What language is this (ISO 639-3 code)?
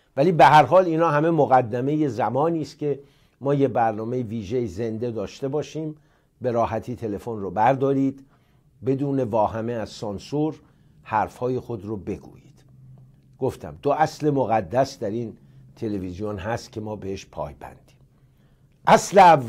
fas